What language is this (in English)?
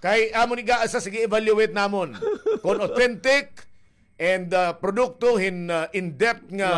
Waray